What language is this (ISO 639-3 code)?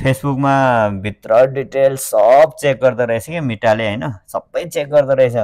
nep